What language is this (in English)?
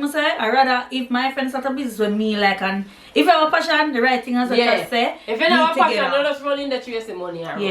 Jamaican Creole English